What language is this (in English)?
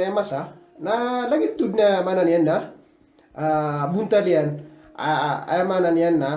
Maranao